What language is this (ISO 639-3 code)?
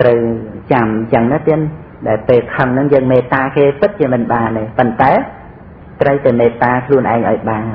khm